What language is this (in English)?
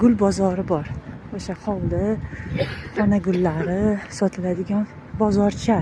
Uzbek